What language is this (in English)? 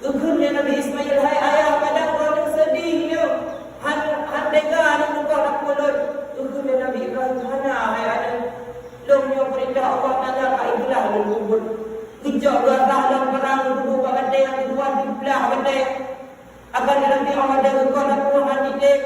Achinese